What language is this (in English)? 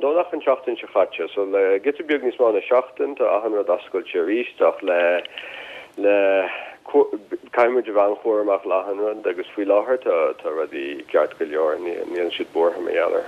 Irish